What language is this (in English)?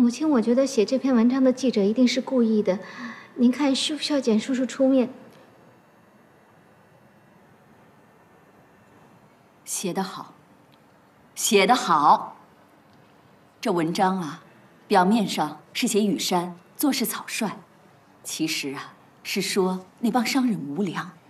Chinese